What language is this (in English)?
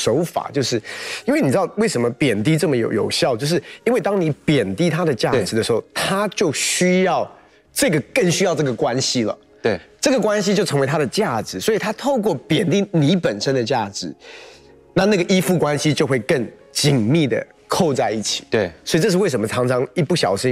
Chinese